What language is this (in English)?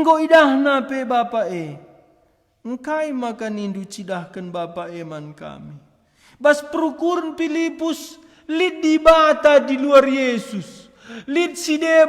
Batak Karo